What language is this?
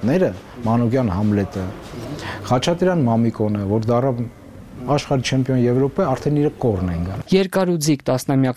Armenian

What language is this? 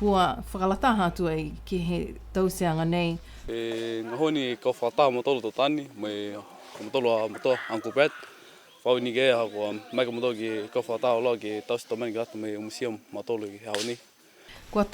Niuean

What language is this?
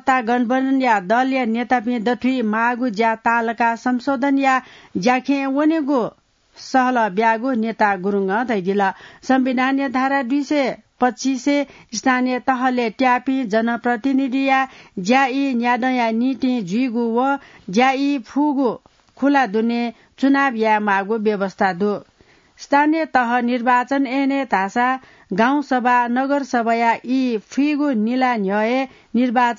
Newari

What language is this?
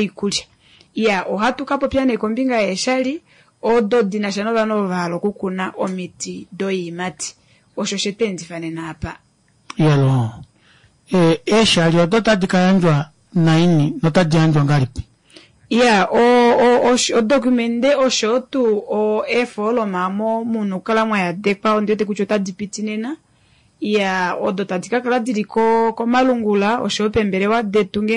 Kuanyama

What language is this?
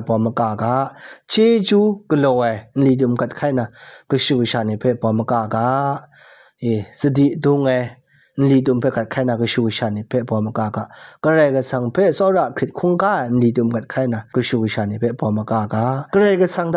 Kachin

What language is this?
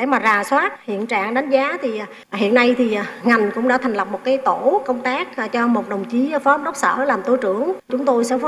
Vietnamese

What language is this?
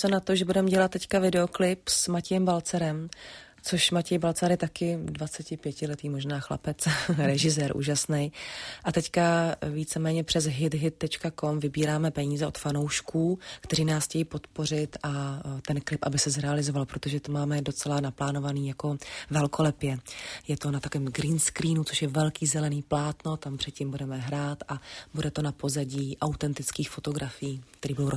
Czech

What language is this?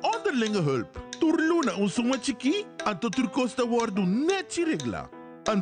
Papiamento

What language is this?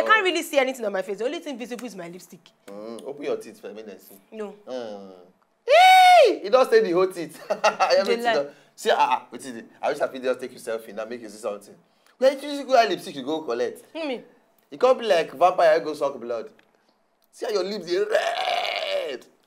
Nigerian Pidgin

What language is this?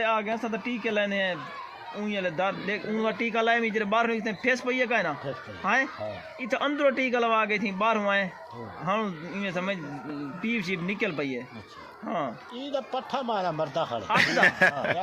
Saraiki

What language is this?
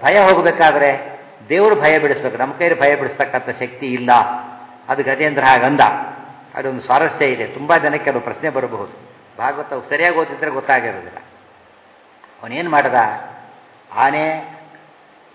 Kannada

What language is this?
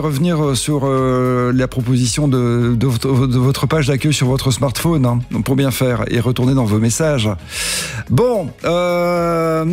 French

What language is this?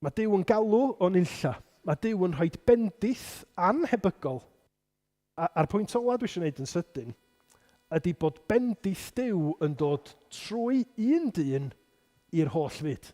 Welsh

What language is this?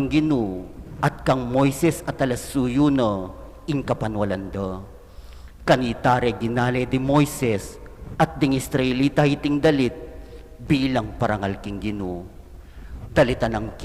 Pampanga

